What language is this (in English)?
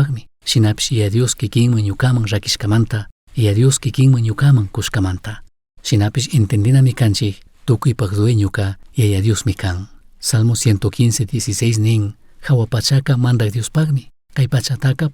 Chimborazo Highland Quichua